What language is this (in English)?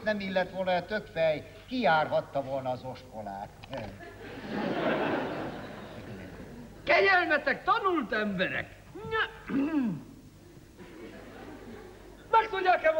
Hungarian